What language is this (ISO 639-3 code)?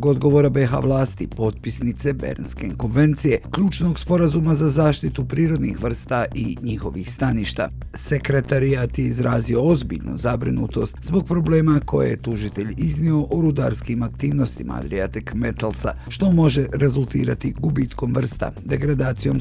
bos